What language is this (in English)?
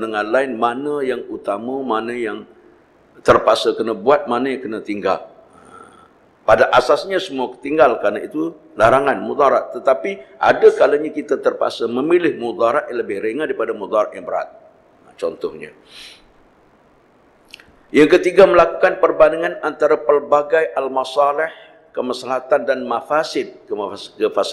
Malay